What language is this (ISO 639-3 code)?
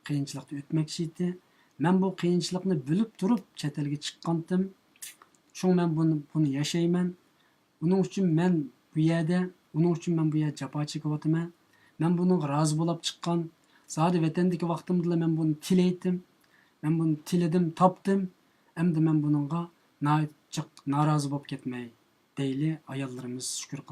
uig